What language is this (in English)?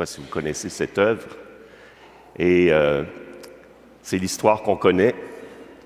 French